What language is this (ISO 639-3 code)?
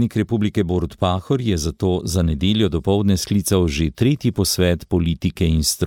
slv